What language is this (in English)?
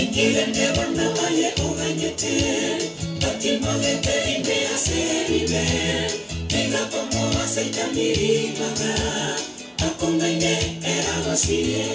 Gusii